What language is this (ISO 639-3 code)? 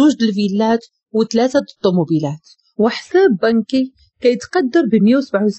ary